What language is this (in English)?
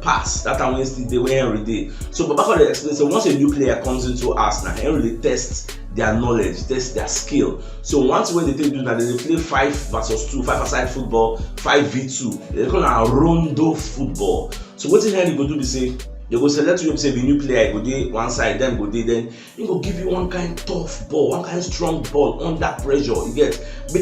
Nigerian Pidgin